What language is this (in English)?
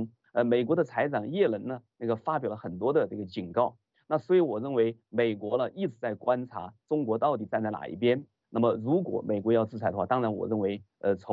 Chinese